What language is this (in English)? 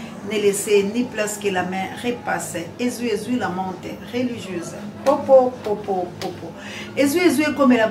Lingala